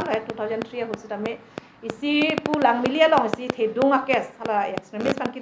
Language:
Karbi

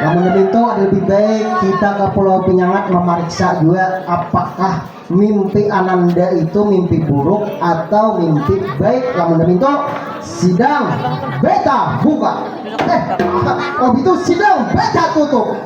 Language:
Banjar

